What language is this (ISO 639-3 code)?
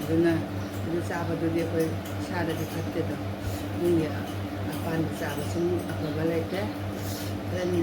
mni